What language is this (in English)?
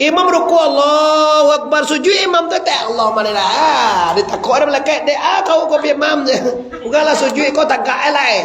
Minangkabau